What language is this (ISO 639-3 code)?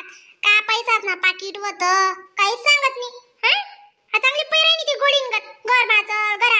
khn